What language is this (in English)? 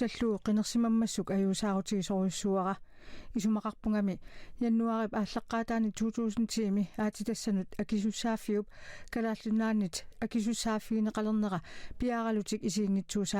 Kalaallisut